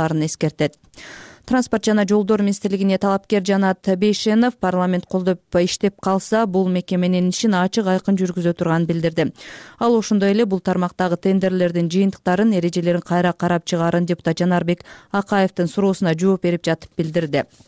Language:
Kyrgyz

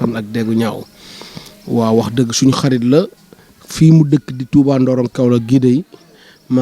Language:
Wolof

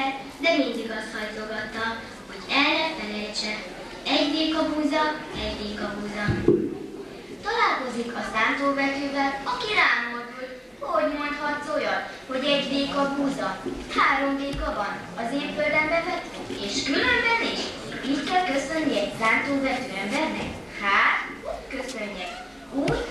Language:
Hungarian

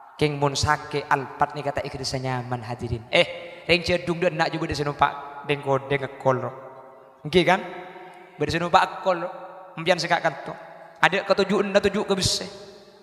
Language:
Madurese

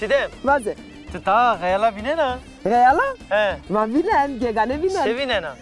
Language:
Zaza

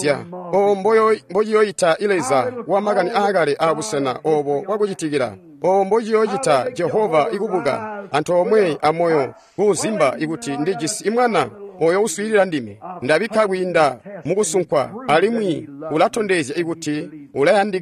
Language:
Tonga (Zambia)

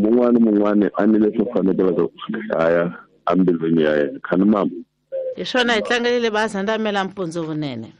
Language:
Tsonga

